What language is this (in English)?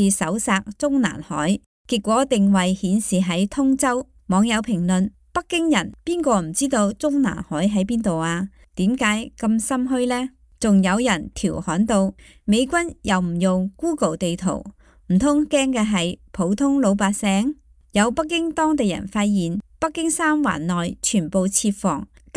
Cantonese